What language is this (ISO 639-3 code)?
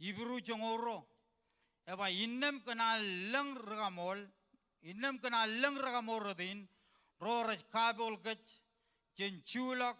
mah